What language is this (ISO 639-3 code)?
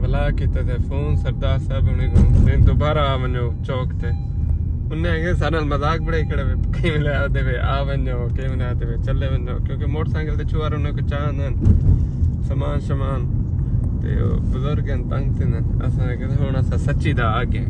skr